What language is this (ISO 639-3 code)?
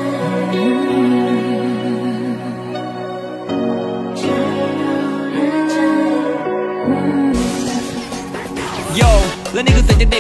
tha